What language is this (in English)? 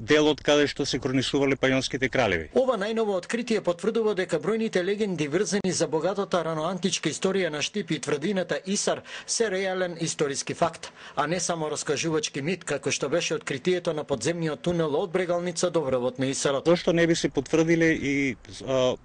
Macedonian